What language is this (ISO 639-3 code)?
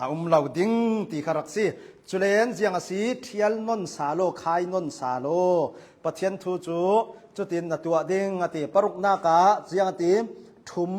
cnh